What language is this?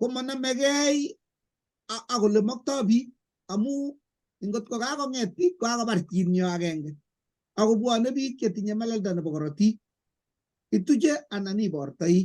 Kalenjin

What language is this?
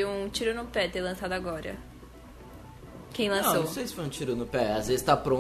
Portuguese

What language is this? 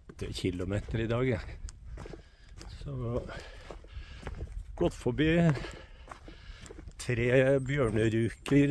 Norwegian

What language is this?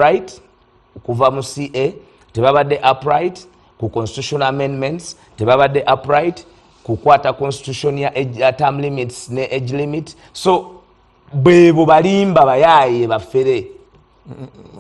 Ganda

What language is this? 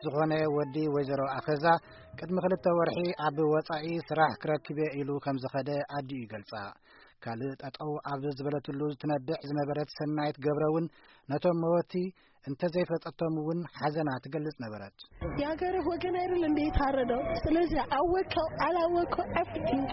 Tigrinya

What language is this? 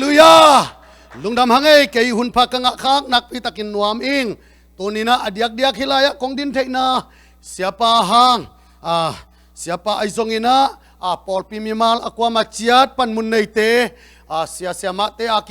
Tedim Chin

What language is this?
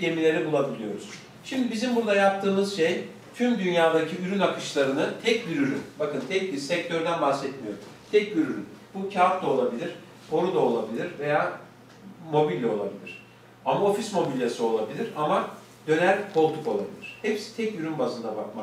Turkish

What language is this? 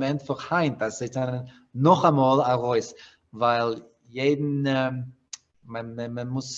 Yiddish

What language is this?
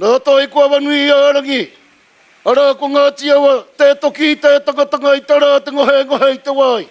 Māori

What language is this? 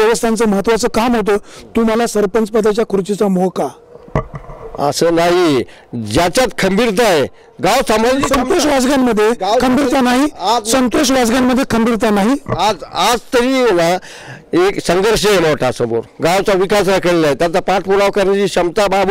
Marathi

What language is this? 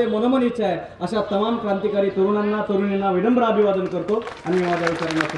Marathi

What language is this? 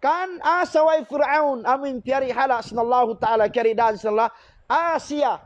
Tausug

